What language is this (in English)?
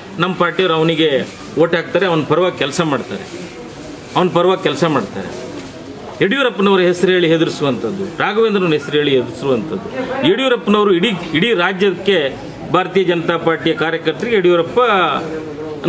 Kannada